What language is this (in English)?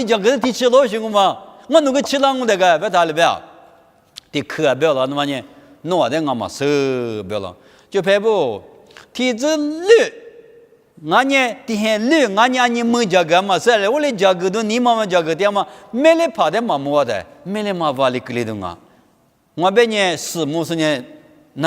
Lisu